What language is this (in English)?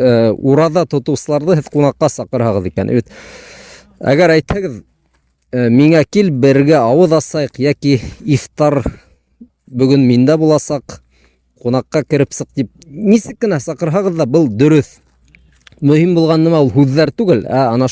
Bashkir